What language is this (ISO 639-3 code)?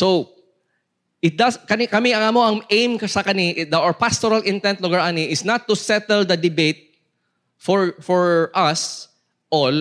ceb